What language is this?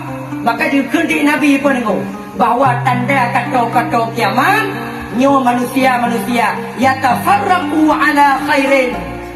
Achinese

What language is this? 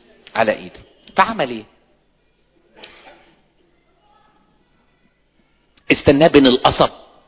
Egyptian Arabic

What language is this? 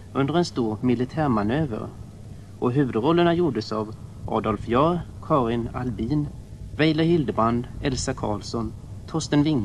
Swedish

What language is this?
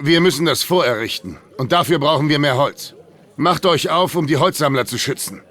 Bavarian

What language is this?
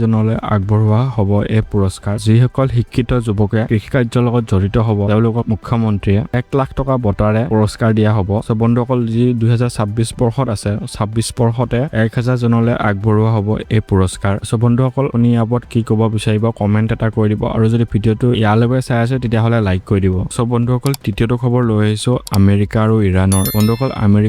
Assamese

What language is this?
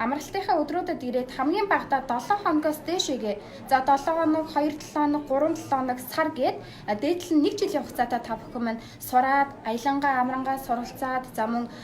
Mongolian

